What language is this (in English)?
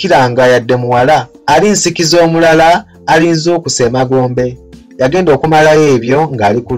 Ganda